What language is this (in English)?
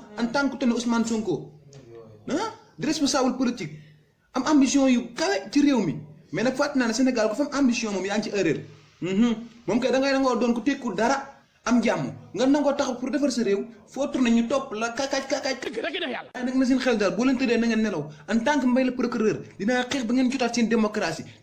Wolof